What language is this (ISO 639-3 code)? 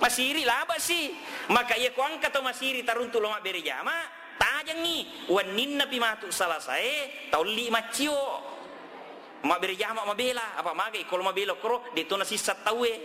bug